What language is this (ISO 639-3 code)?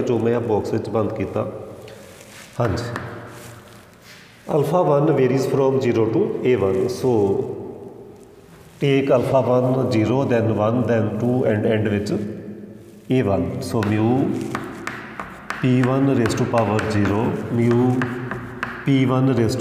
pan